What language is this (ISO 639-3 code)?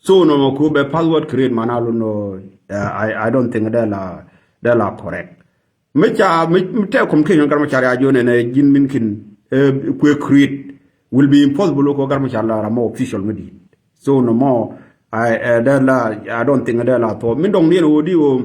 nus